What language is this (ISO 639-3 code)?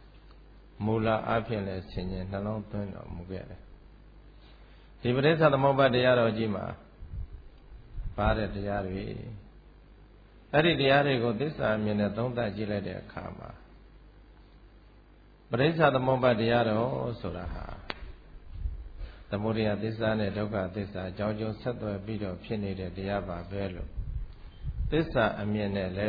mya